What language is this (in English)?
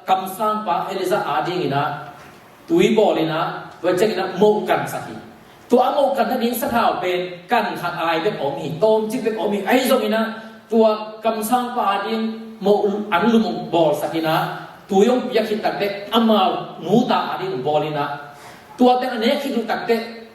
Tedim Chin